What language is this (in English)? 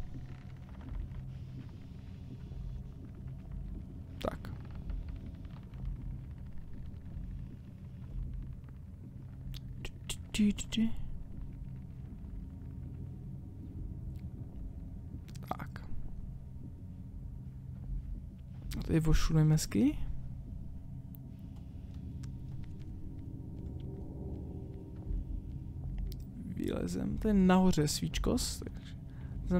Czech